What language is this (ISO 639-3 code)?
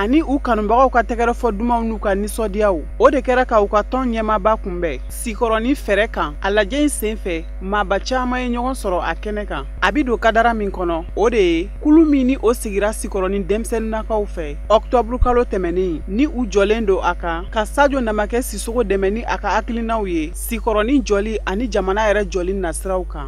bam